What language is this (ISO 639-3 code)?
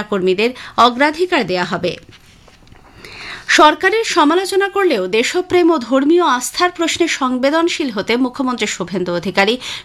ben